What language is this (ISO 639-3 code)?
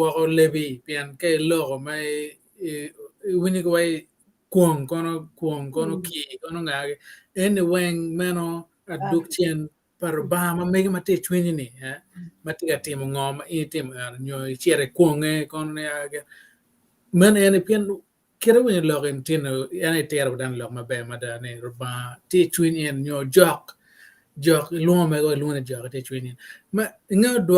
ach